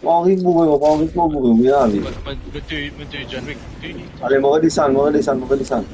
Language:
Morisyen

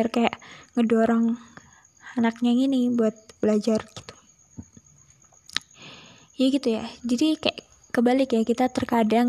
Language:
Indonesian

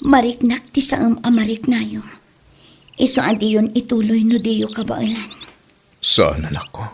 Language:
Iloko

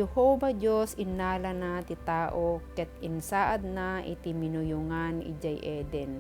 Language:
Iloko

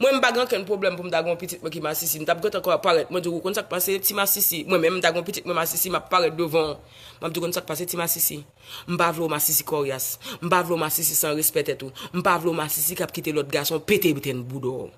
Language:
Haitian Creole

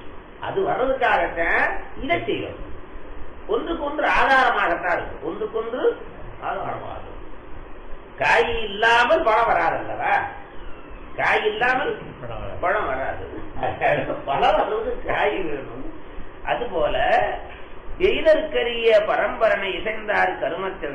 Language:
Tamil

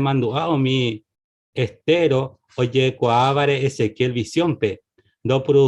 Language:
Guarani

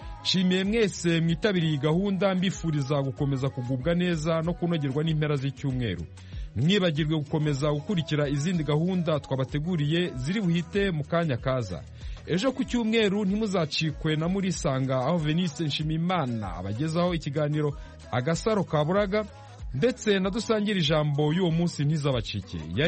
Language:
Kinyarwanda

